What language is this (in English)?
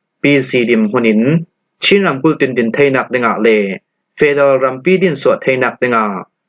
Falam Chin